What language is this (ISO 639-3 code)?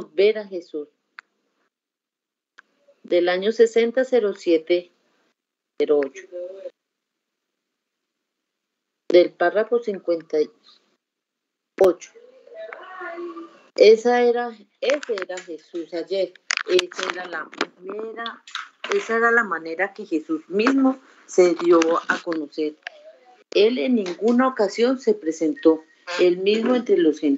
spa